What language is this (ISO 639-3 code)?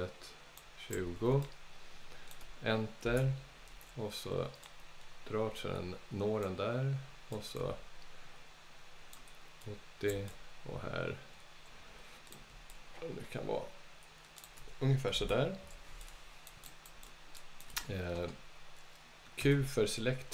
swe